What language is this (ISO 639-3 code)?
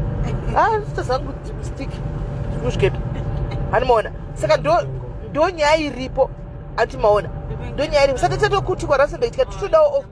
sna